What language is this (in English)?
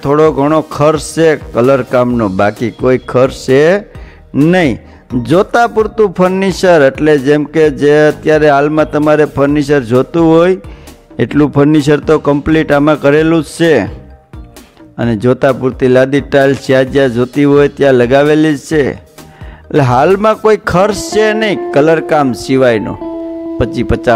Gujarati